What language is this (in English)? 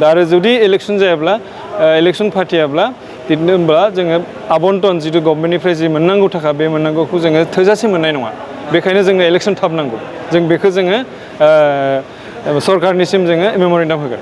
Bodo